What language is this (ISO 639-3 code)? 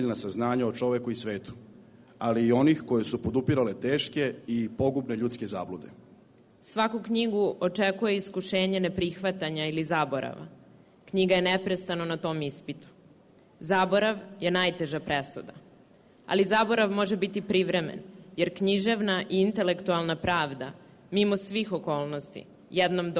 srp